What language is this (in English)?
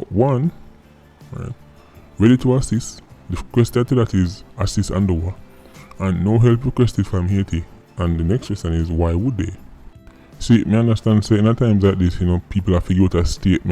Jamaican Creole English